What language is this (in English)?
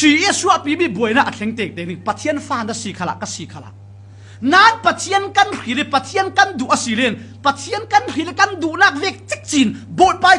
Falam Chin